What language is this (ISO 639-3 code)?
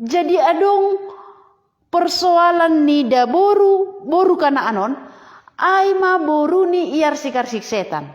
bts